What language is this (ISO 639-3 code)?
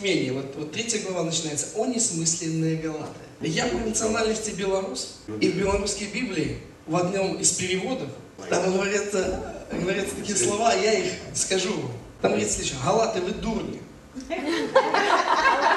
rus